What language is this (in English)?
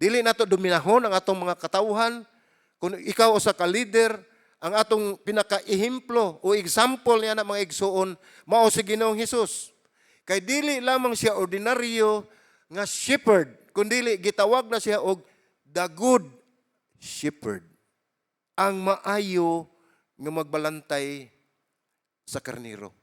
Cebuano